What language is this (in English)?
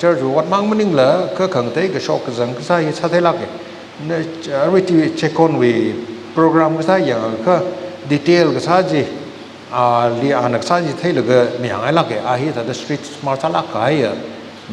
Tangkhul Naga (India)